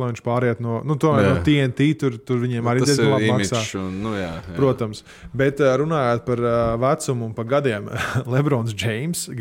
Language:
Latvian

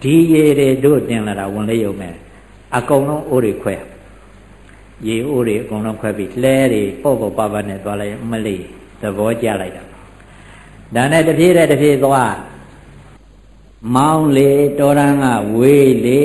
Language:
Burmese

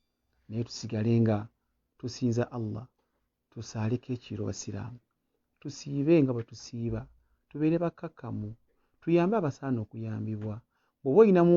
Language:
Ganda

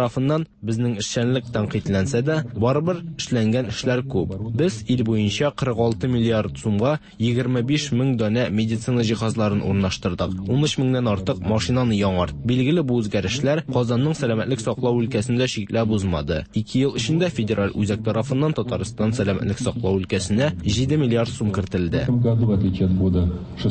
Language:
Tatar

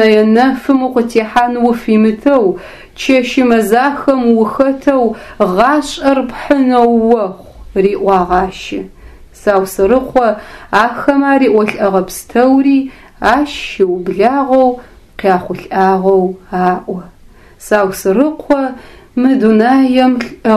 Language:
Adyghe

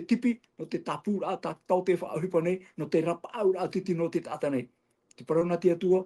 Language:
Tahitian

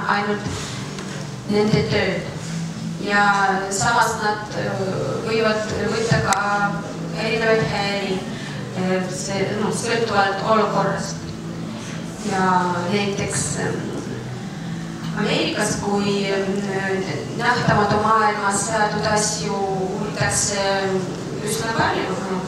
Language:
Estonian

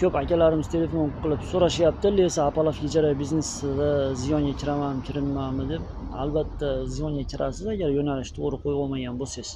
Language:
Uzbek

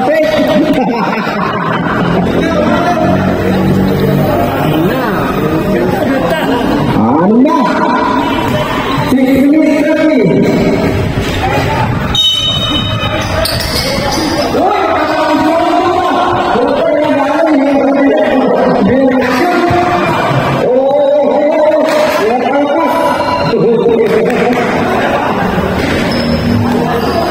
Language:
Filipino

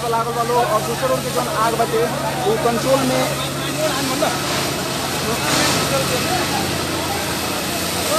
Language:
Bhojpuri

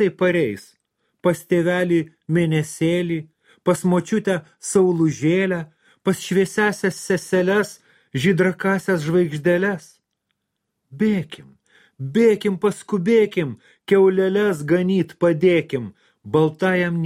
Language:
Lithuanian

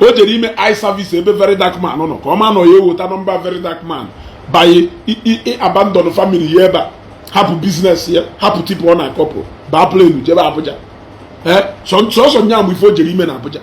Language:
Igbo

